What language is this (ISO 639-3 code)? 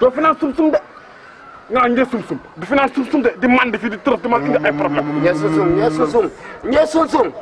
wol